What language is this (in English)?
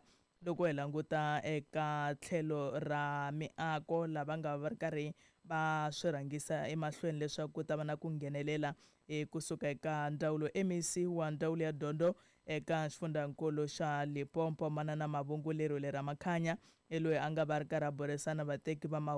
Tsonga